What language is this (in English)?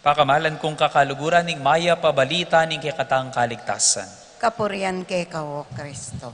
Pampanga